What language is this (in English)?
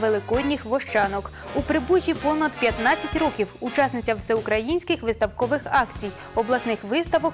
Ukrainian